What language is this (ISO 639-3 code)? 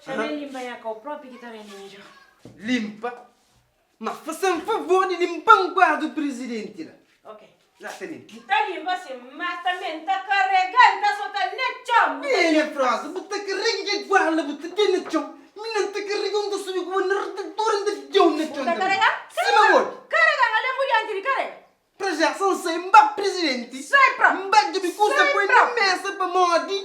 kea